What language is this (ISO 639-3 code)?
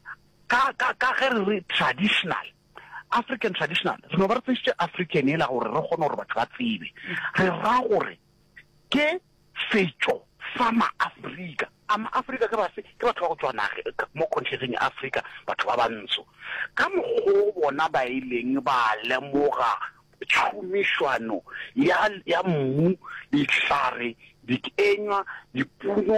nso